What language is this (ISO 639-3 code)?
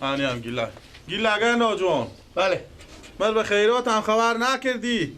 fas